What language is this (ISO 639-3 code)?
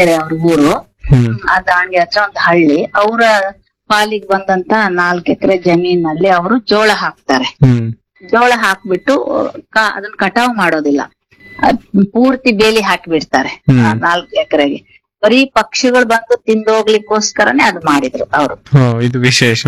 kan